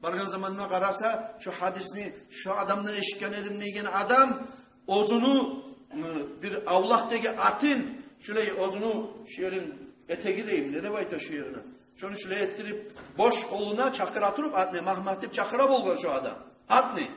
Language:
Kumyk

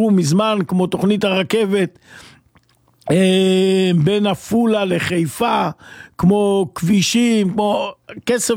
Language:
Hebrew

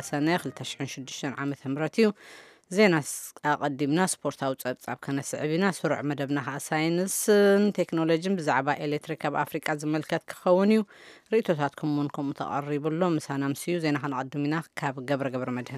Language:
Tigrinya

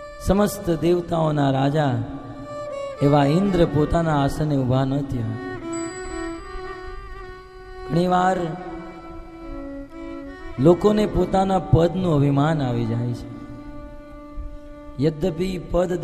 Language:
Gujarati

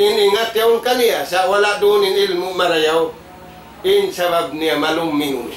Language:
Tausug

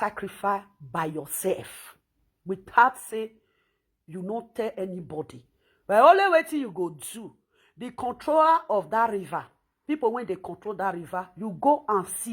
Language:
Nigerian Pidgin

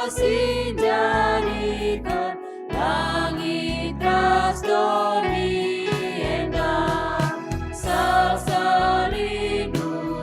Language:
Batak Karo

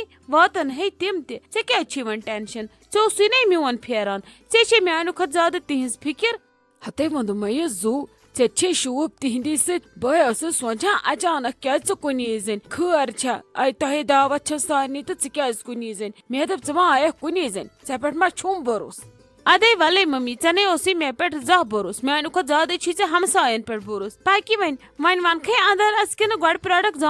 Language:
Kashmiri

